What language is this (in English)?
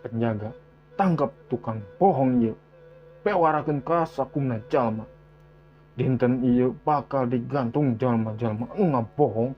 Sundanese